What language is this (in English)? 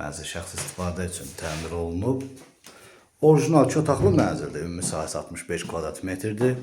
Azerbaijani